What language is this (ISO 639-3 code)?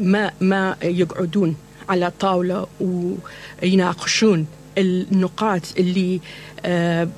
acm